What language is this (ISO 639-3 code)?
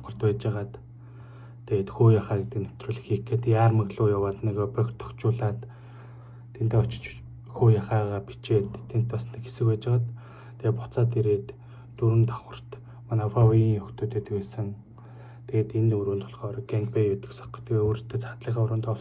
mon